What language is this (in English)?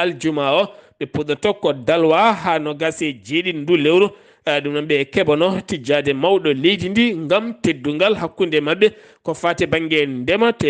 Fula